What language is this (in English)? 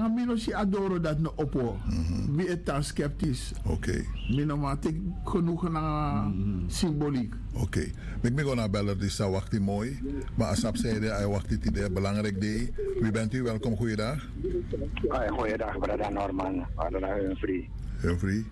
Dutch